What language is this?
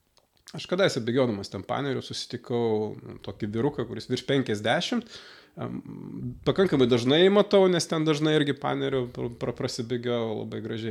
Lithuanian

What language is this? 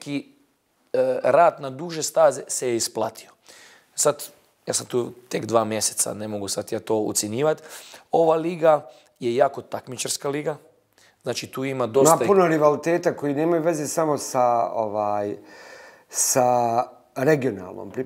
Bosnian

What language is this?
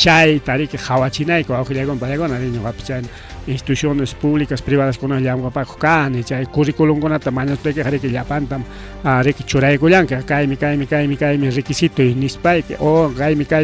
Ayacucho Quechua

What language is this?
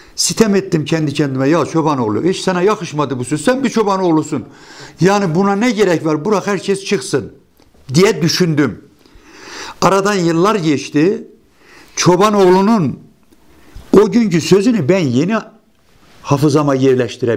Turkish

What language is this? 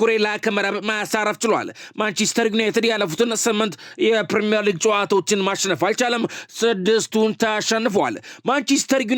Amharic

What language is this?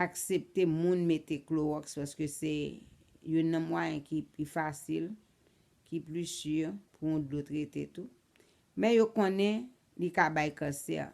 Haitian Creole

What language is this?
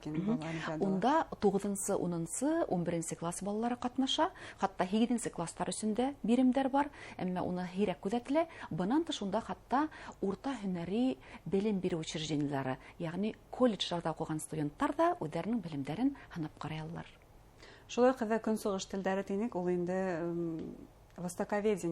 Bashkir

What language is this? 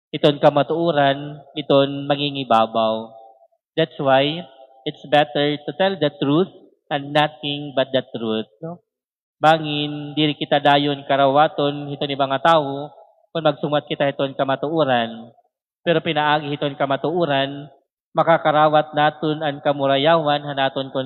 Waray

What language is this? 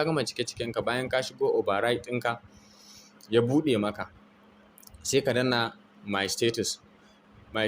Hausa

